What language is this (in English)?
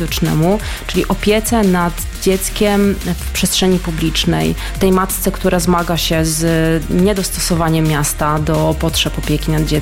Polish